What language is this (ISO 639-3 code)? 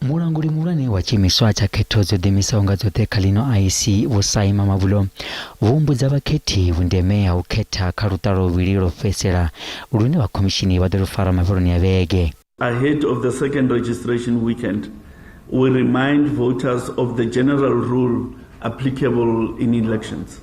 ven